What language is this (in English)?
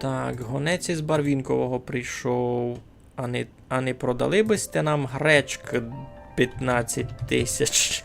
Rusyn